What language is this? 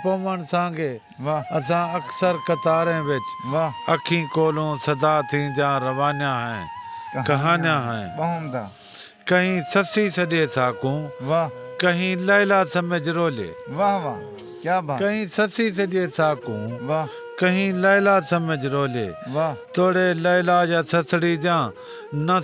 Saraiki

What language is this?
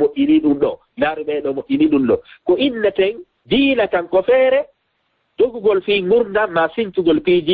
Fula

